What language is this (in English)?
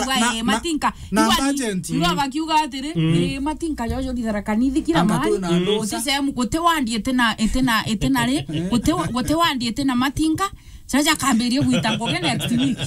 Meru